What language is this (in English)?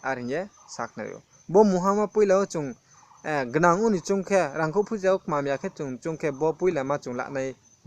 Riang (India)